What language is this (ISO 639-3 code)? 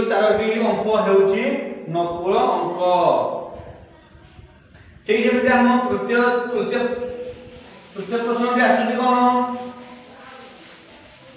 ori